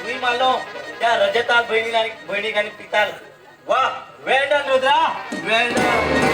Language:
Konkani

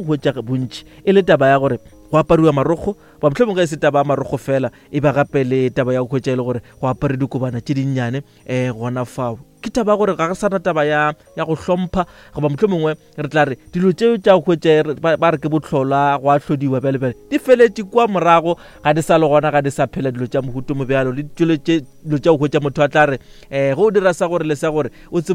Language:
Northern Sotho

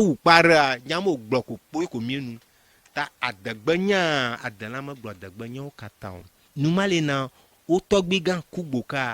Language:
Ewe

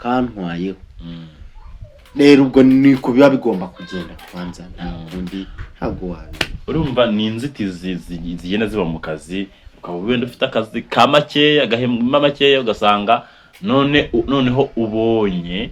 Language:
Kinyarwanda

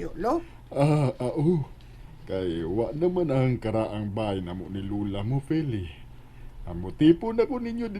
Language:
Cebuano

